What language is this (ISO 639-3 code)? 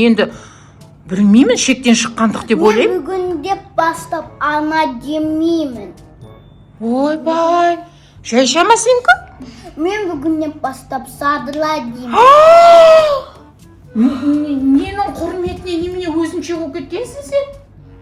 kaz